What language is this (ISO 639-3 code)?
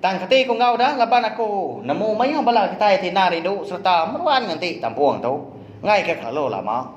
iba